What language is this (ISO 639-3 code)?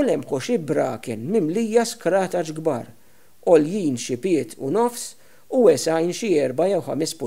mlt